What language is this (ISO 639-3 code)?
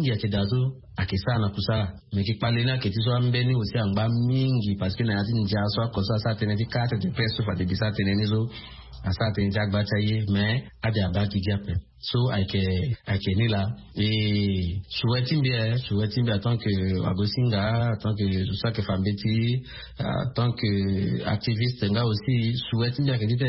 sag